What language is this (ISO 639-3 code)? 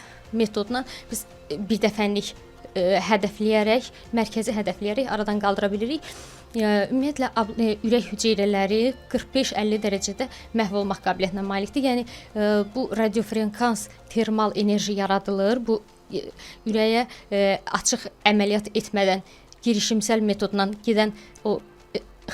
aze